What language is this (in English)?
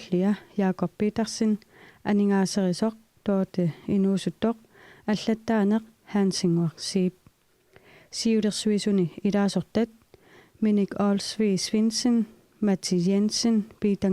Kalaallisut